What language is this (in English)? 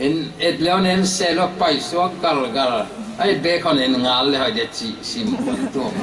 Paite Chin